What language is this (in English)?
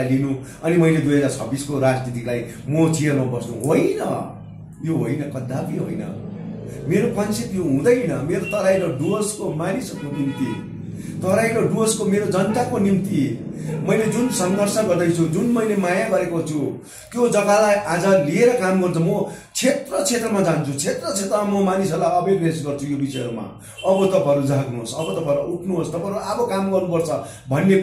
Nepali